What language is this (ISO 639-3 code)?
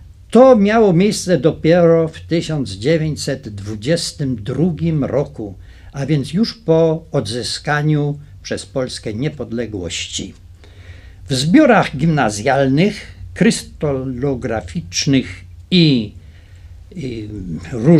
pol